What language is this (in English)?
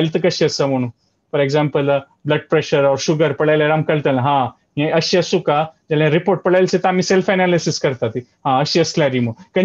Konkani